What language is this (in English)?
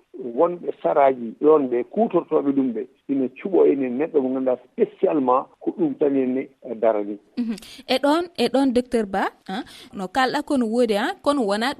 Fula